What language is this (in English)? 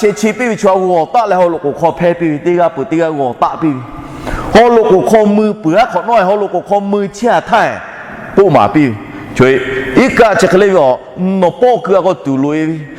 Lahu